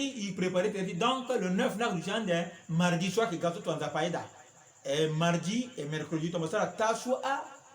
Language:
Sango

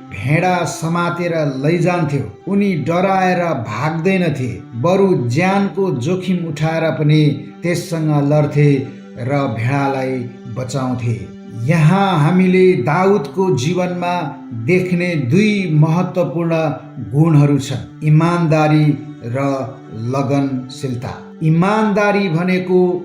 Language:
Nepali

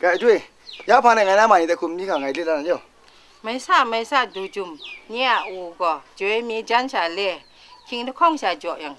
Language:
Kachin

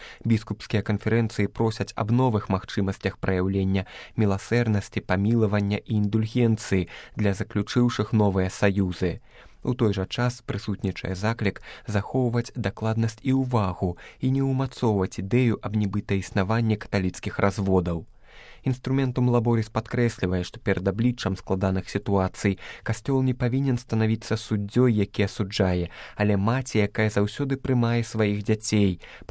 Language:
Belarusian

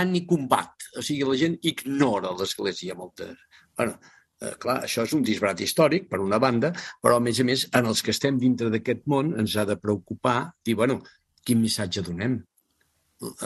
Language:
Catalan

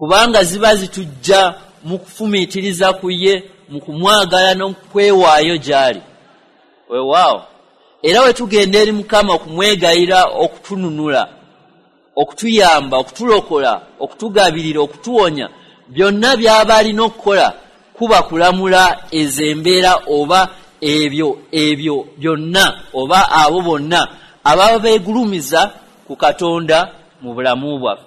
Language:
Ganda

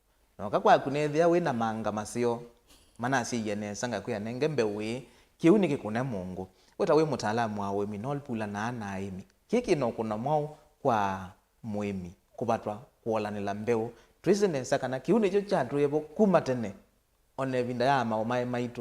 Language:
Kamba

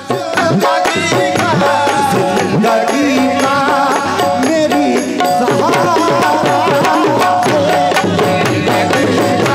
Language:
Hindi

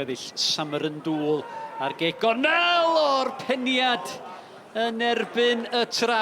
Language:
Welsh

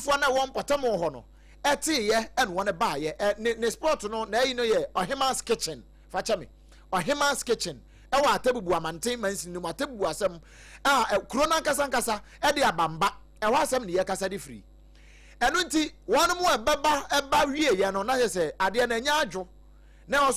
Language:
Akan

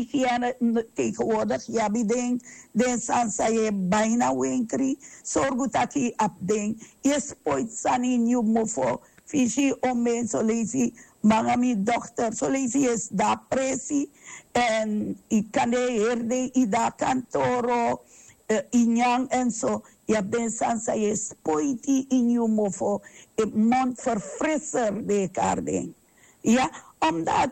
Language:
Sranan Tongo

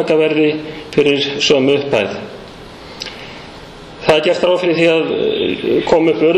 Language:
Icelandic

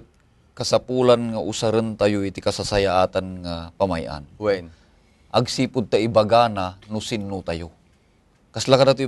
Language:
Iloko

